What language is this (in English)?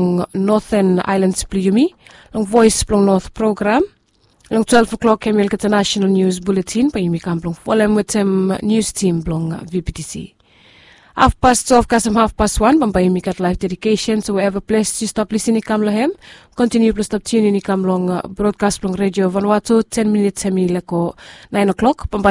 Bislama